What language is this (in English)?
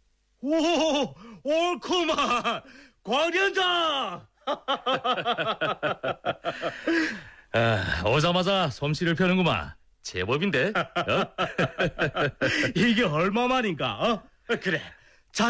Korean